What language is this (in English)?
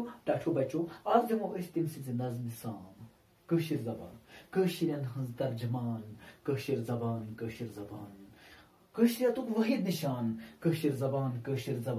Kashmiri